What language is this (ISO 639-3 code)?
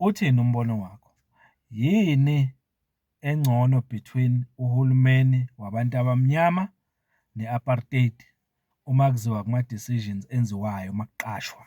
zul